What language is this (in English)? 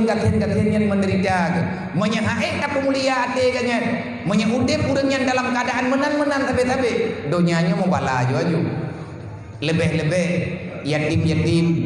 Achinese